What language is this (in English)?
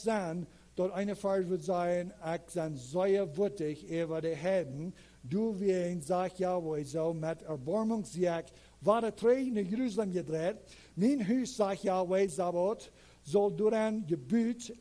Plautdietsch